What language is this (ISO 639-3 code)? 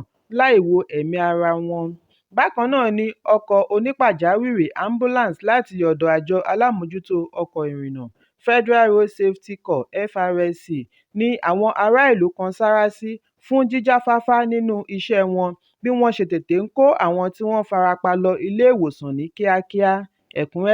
yor